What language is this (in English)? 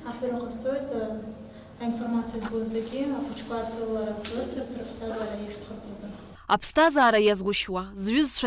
Abkhazian